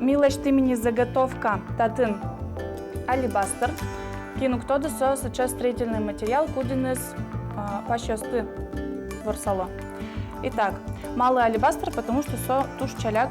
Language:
Udmurt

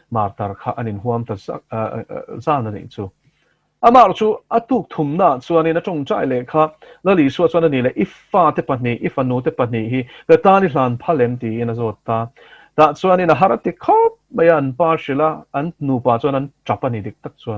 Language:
Mizo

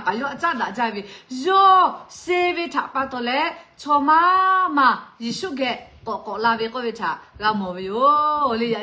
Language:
Lahu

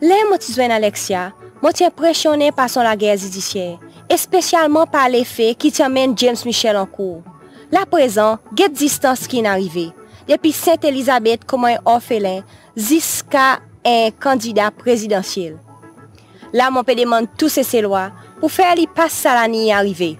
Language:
Seselwa Creole French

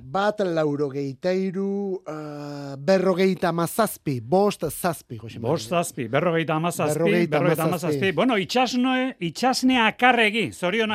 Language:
Basque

